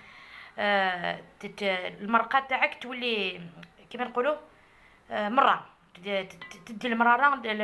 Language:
Algerian Arabic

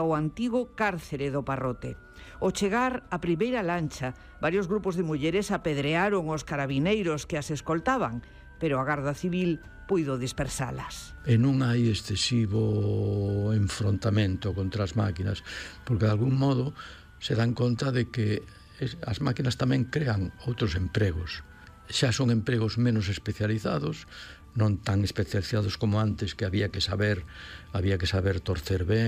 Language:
Galician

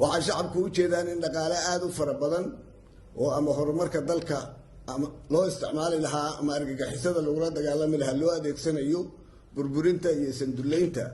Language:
Somali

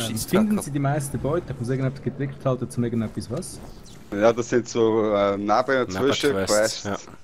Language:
Swiss German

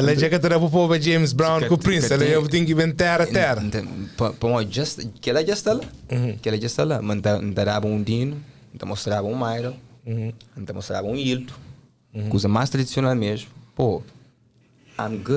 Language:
Kabuverdianu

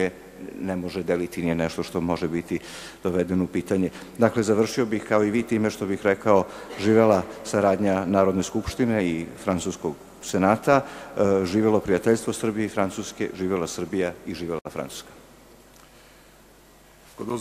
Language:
Serbian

